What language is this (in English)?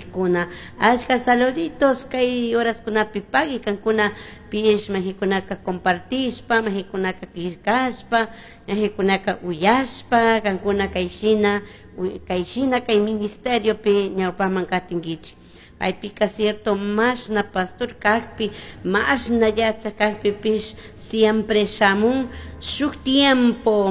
Chimborazo Highland Quichua